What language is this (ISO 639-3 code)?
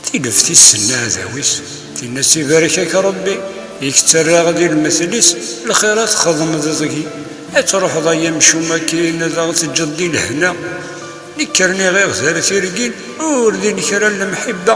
kab